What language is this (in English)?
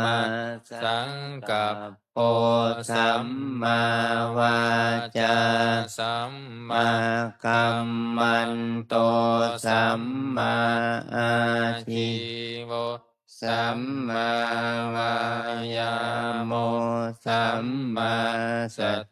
Pali